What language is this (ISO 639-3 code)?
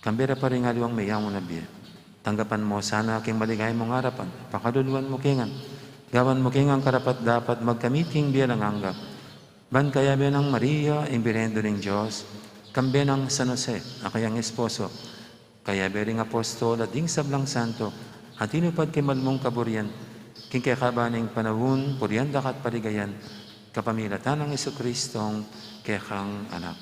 pam